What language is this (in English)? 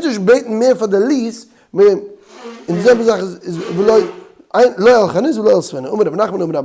Yiddish